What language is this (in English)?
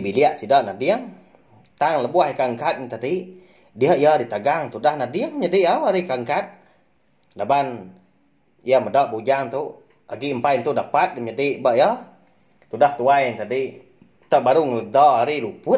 Iban